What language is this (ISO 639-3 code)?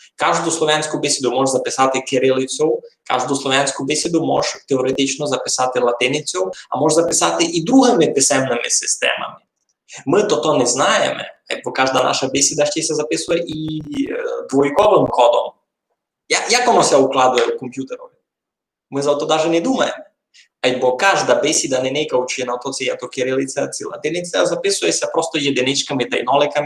rue